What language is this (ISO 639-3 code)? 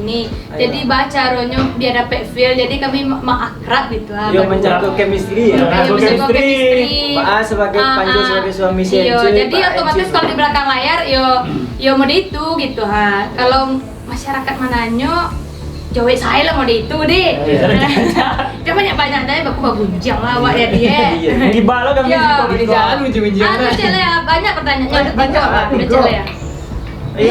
min